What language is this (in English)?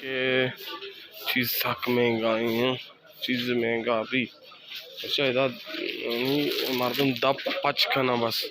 Baluchi